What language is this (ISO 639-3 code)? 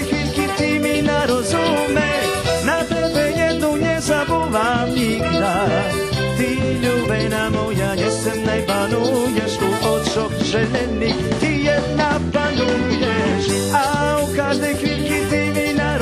rue